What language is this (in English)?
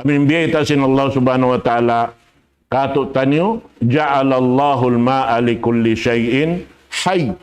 Tausug